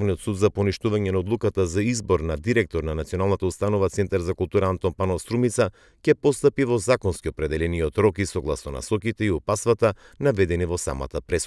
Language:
Macedonian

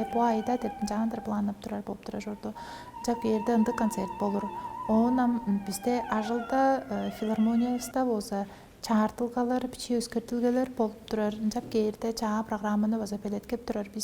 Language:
Tuvinian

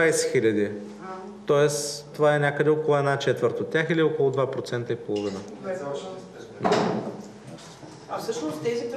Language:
Bulgarian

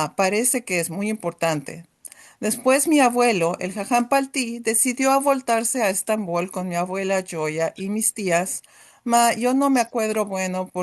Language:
Ladino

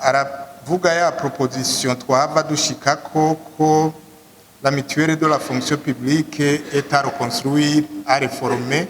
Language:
Rundi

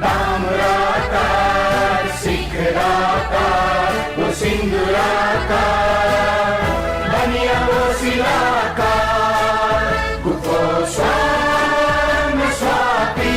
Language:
Newari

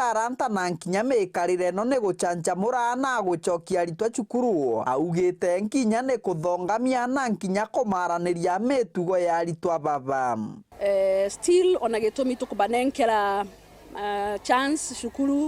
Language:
Meru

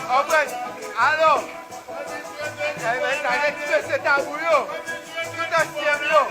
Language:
Haitian Creole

